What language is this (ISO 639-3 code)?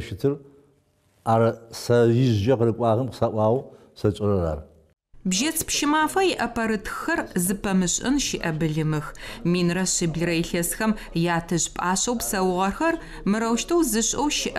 ady